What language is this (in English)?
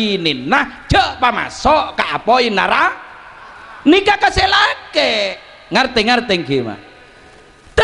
Madurese